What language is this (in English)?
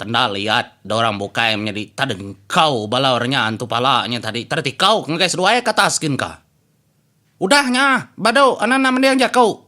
Iban